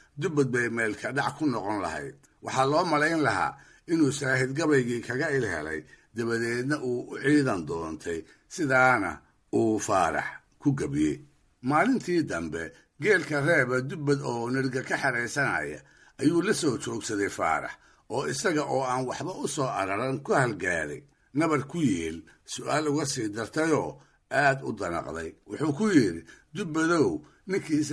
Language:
Somali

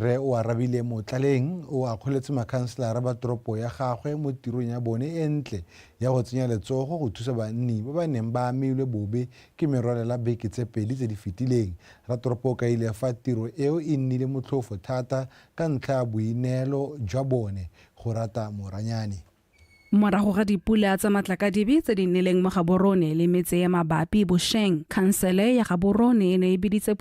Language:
Tswana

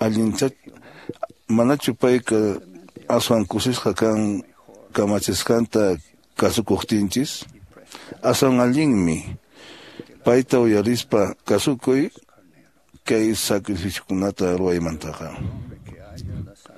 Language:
Quechua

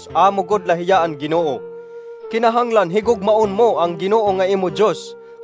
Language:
Waray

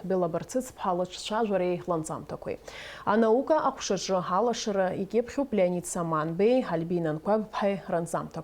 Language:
Abkhazian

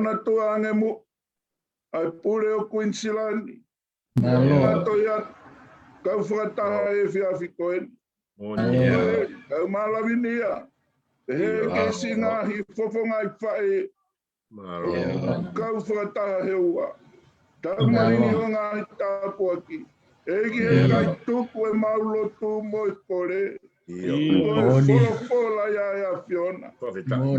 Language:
Tongan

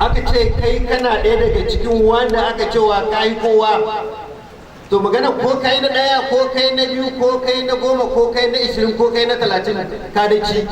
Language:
Hausa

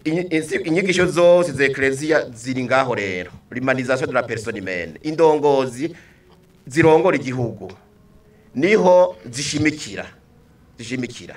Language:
Rundi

